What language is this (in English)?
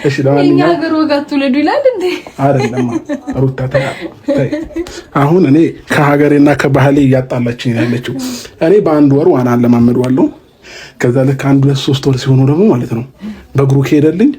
Amharic